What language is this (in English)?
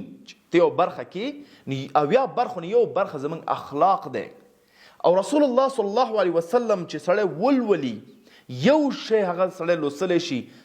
Pashto